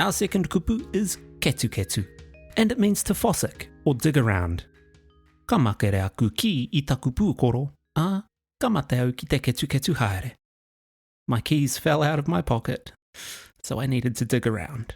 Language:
Māori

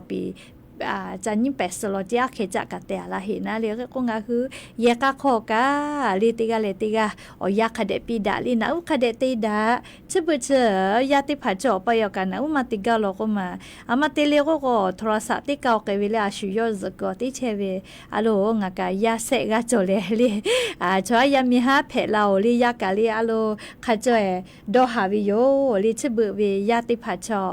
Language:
Lahu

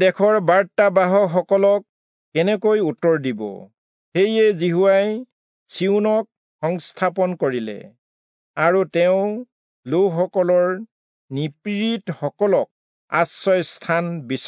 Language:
Assamese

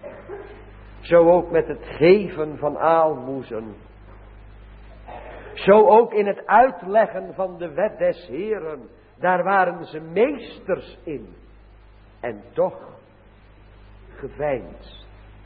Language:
Dutch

